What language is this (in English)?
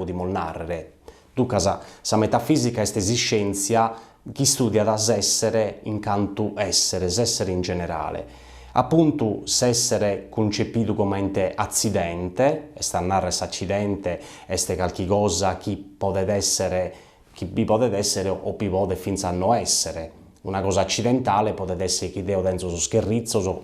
Sardinian